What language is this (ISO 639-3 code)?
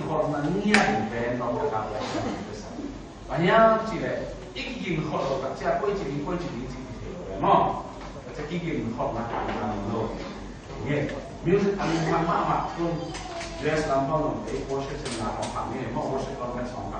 ctd